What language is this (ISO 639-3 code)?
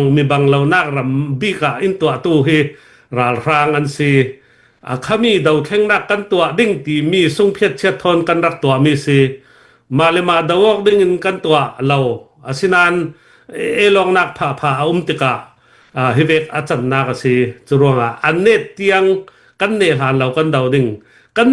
cfm